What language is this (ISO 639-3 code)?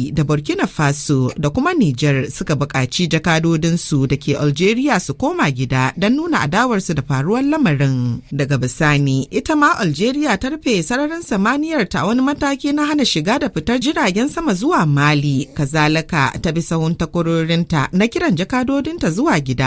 hau